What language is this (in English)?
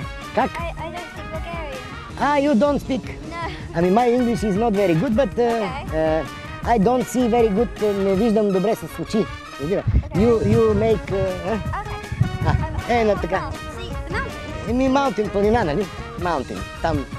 Bulgarian